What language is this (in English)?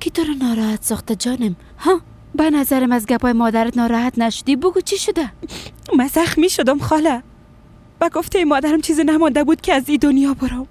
Persian